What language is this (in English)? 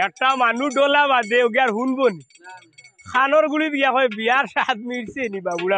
Sylheti